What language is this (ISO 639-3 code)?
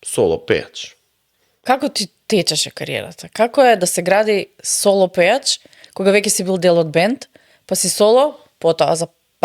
mkd